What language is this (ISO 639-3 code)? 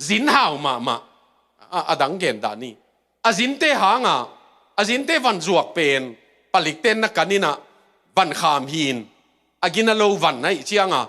ctd